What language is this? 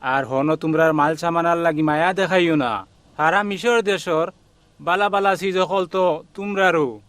Sylheti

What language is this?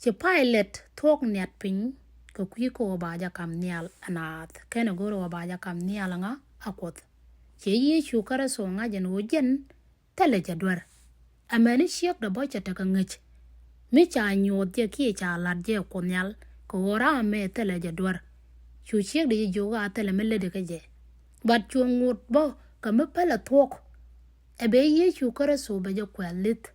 Nuer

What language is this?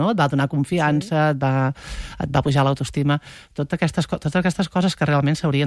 Catalan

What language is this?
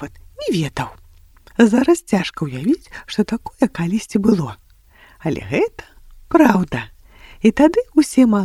Belarusian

